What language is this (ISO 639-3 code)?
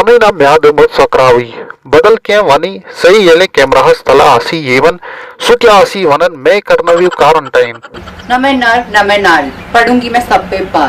kas